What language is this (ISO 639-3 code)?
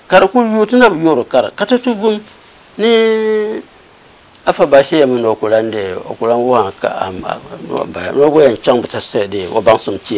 dag